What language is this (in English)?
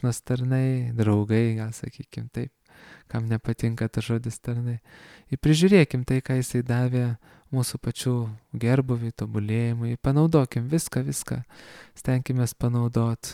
Lithuanian